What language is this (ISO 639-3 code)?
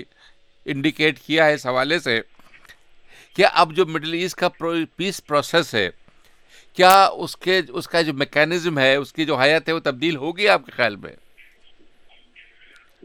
urd